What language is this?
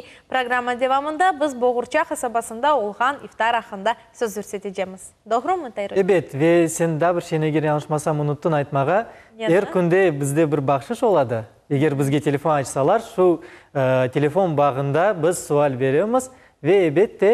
Crimean Tatar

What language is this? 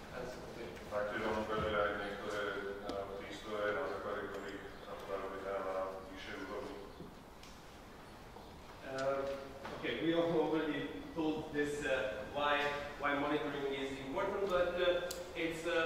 Slovak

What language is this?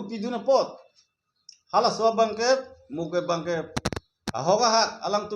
Karbi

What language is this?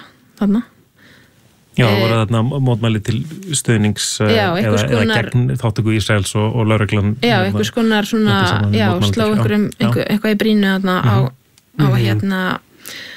Icelandic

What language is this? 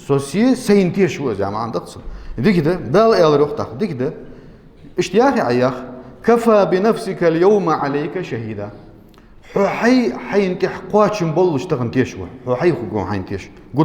Ingush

